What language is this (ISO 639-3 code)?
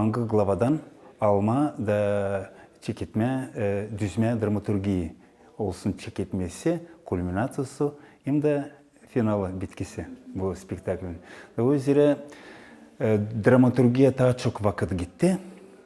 gag